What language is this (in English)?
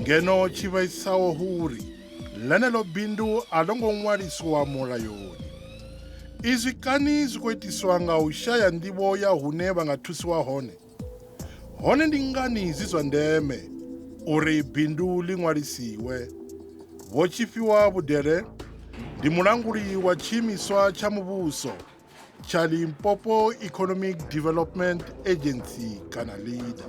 Venda